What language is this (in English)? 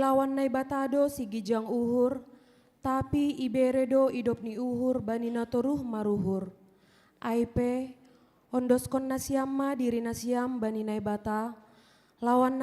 Batak Simalungun